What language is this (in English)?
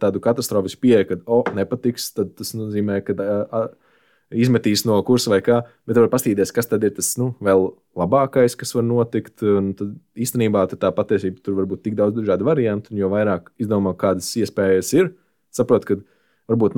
Latvian